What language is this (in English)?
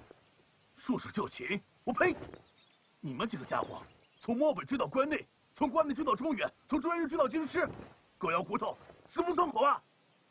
Chinese